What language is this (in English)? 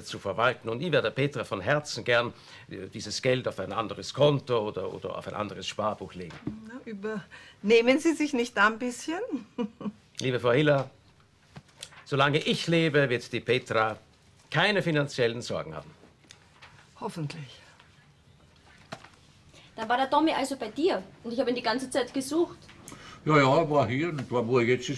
German